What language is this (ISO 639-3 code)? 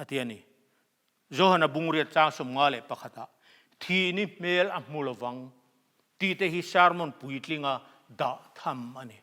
lus